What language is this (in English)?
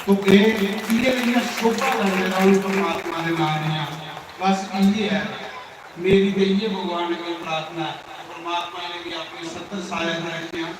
Dogri